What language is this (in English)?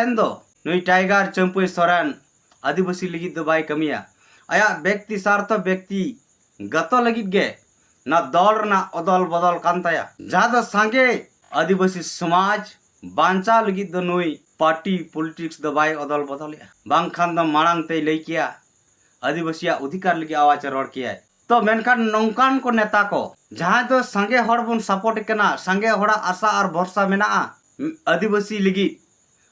Santali